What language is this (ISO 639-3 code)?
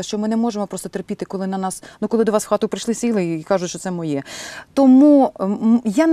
ukr